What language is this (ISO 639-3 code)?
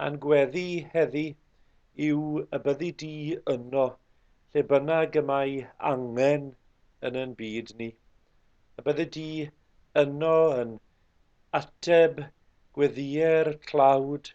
cym